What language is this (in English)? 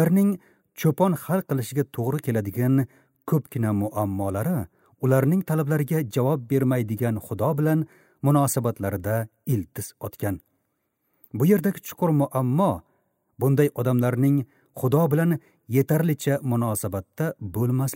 Uzbek